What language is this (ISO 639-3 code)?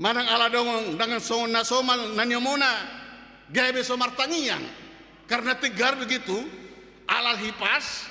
bbc